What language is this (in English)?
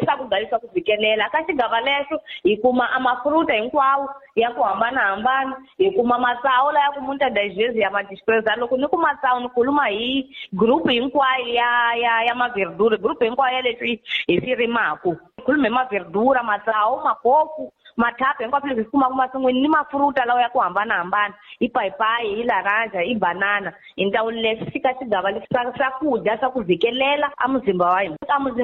Tsonga